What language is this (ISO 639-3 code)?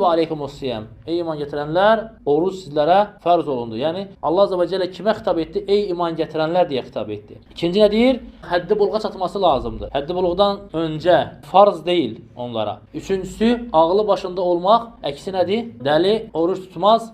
aze